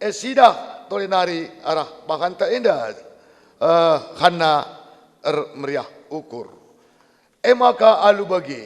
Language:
Batak Karo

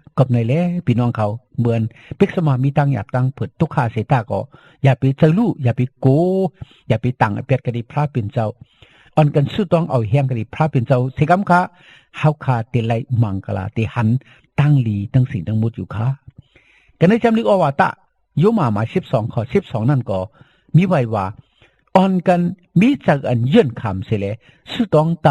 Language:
Shan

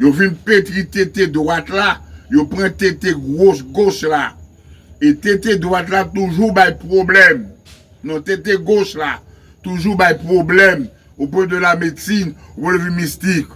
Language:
Haitian Creole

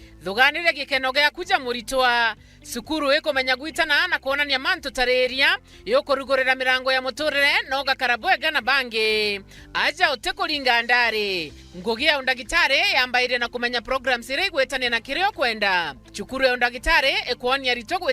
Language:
Meru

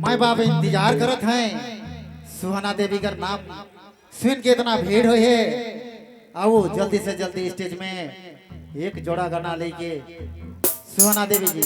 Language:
Sadri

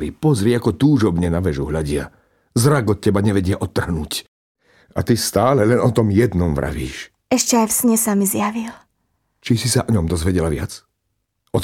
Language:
Slovak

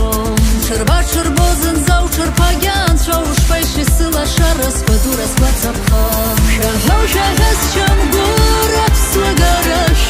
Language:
Abkhazian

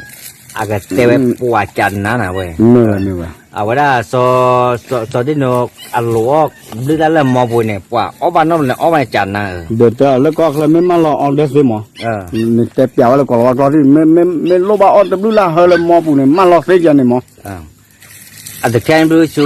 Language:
S'gaw Karen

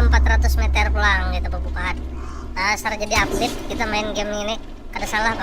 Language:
Banjar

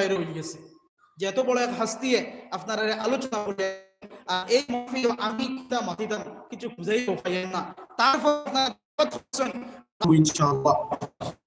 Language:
Sylheti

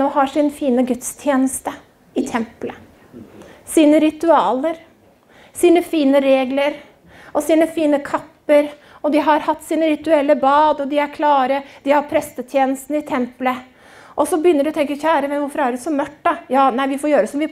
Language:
Norwegian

